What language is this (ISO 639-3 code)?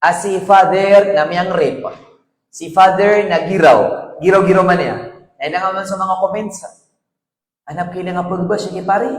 mrw